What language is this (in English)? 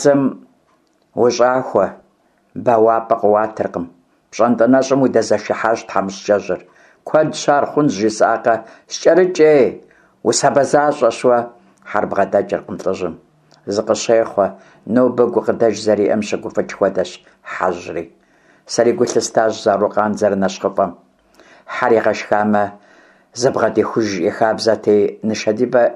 Kabardian